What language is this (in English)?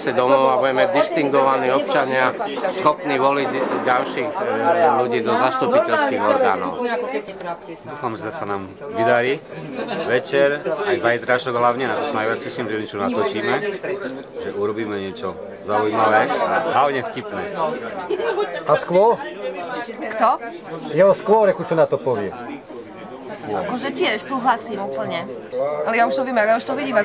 Slovak